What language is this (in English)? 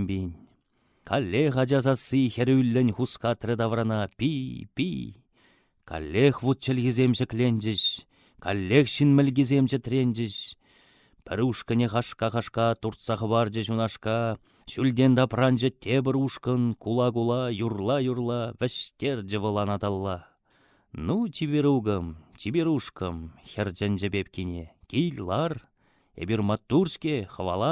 Chuvash